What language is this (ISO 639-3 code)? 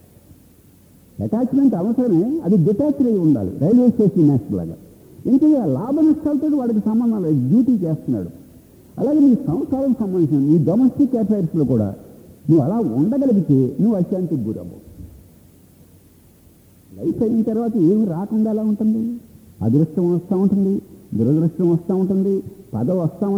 tel